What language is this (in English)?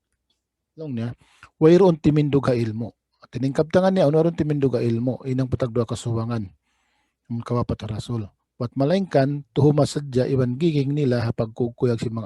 Tausug